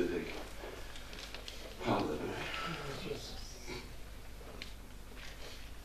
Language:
Danish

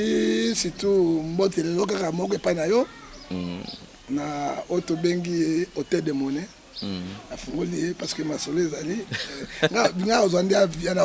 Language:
Lingala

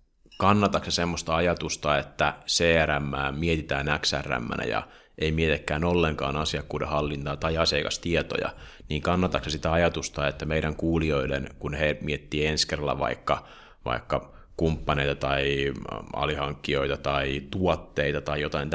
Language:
Finnish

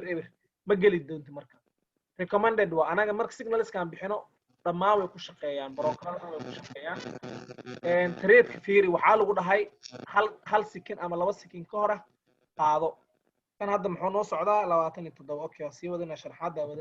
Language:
Somali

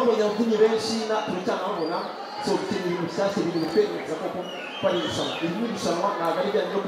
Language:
Kinyarwanda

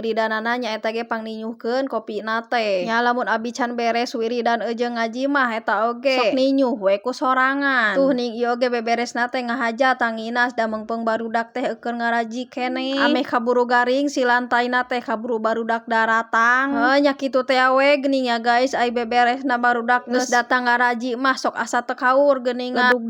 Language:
Sundanese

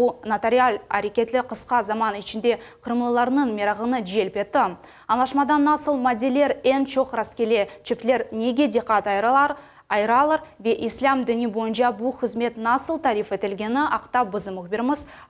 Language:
Crimean Tatar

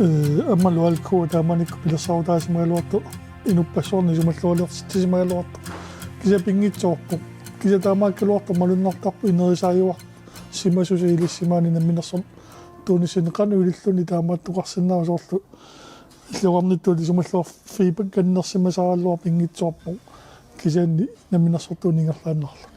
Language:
Kalaallisut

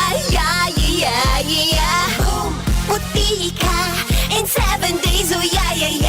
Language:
Bikol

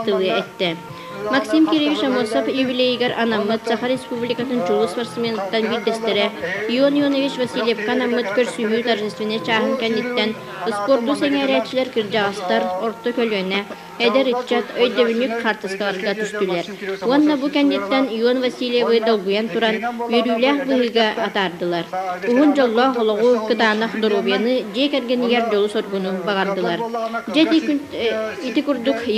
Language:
Yakut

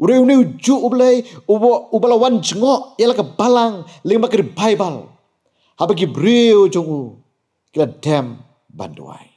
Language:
Khasi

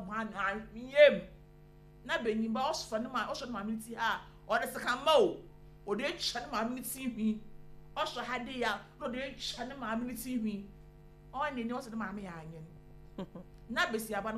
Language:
Akan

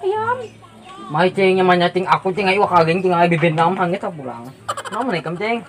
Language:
Banjar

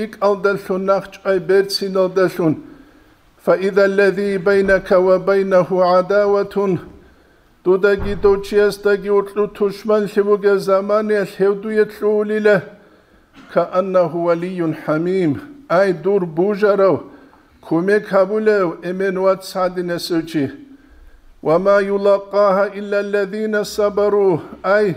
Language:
Avaric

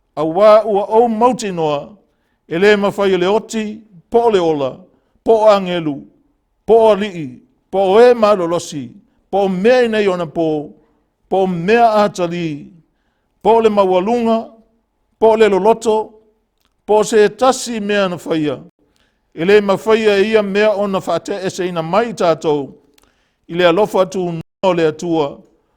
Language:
Samoan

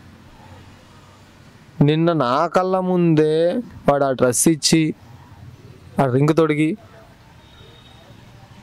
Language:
Telugu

